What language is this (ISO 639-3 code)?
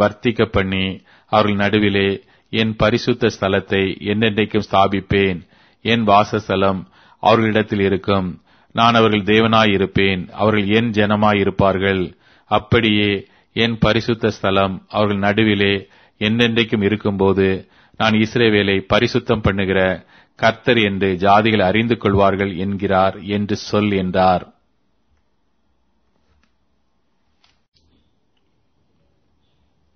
tam